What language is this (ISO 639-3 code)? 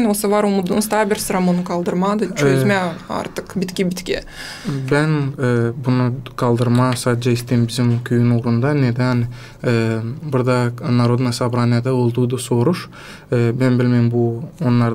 gag